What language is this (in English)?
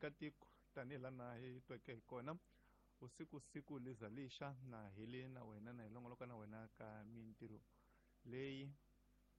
Tsonga